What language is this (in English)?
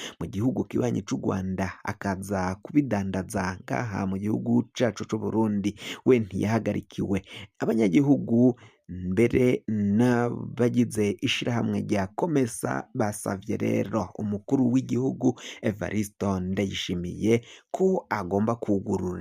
Rundi